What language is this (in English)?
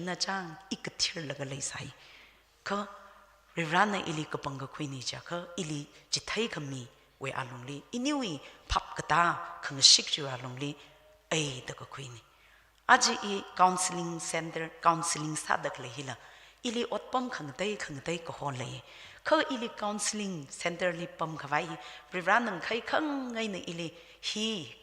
Tangkhul Naga (India)